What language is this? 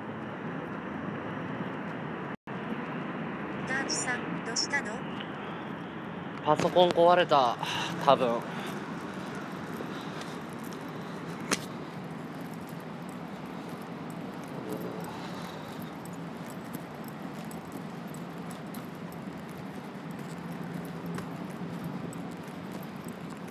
Japanese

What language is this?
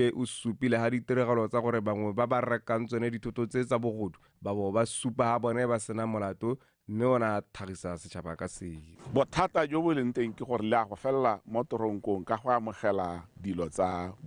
Tswana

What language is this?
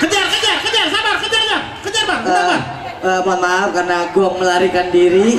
Betawi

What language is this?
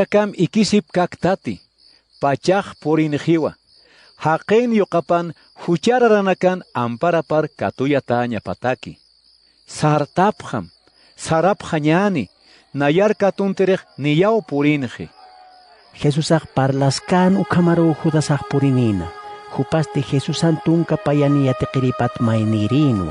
Aymara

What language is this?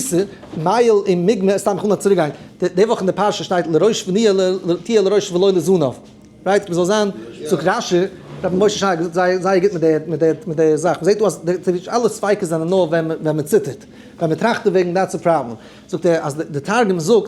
Yiddish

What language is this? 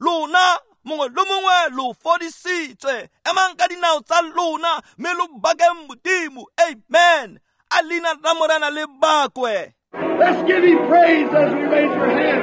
Tswana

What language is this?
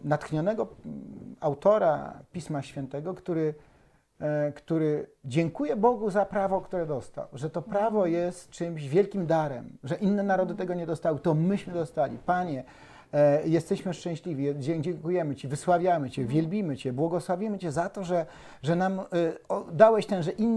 Polish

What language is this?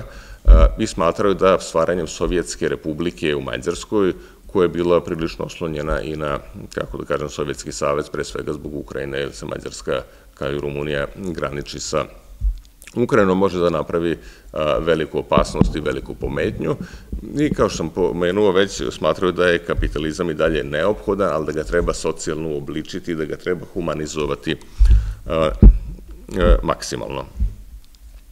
Serbian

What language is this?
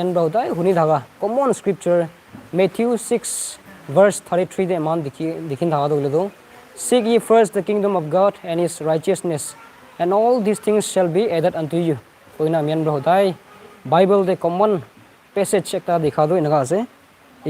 Naga Pidgin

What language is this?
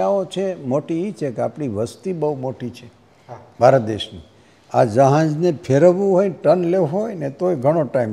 Gujarati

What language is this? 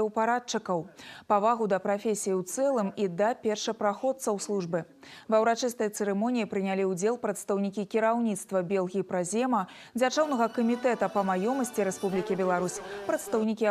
Belarusian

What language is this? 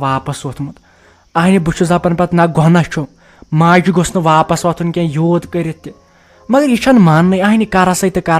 Kashmiri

